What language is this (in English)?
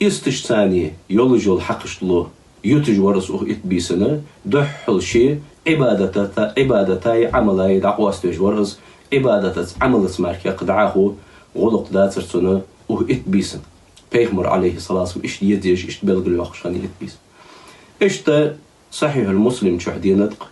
Ingush